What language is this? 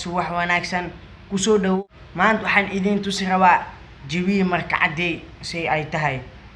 Somali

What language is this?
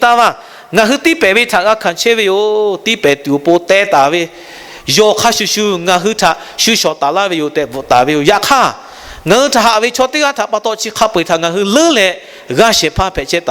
Lahu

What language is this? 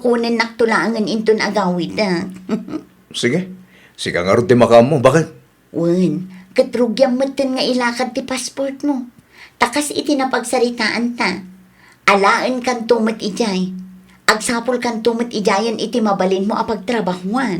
Iloko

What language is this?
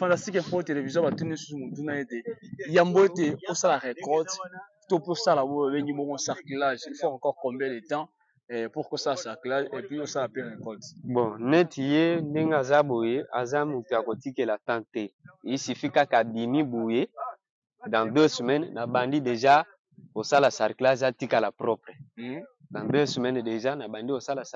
Lingala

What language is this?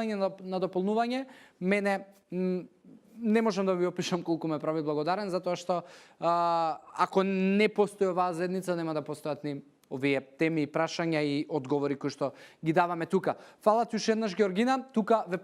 Macedonian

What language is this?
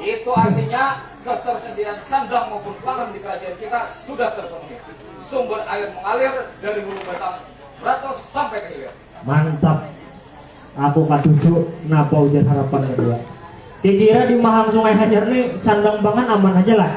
Banjar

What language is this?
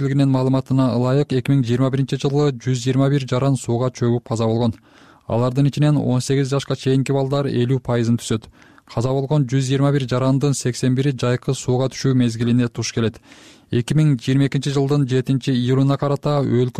Kyrgyz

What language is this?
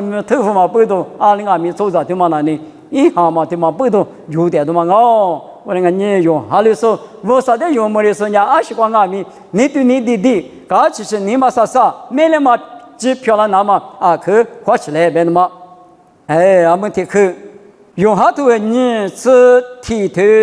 Lisu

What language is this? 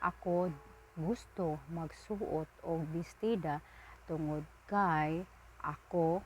Cebuano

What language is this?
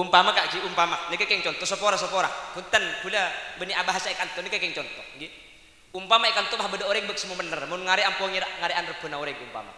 Madurese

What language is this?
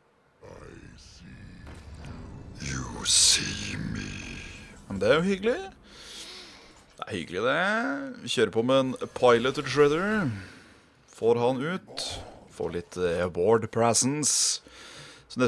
Norwegian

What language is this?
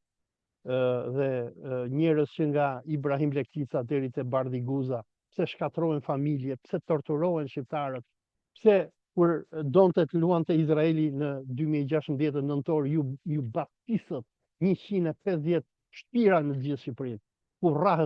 Albanian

